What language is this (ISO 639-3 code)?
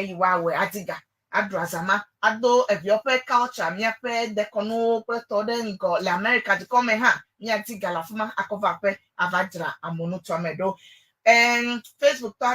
ewe